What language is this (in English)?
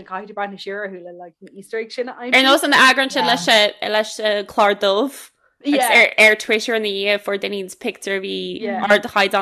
Irish